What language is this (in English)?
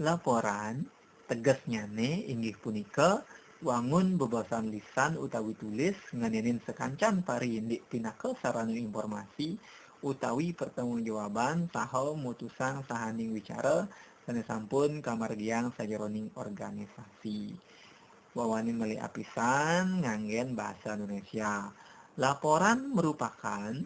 Balinese